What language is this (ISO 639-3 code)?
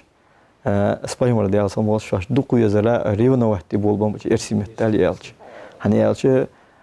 inh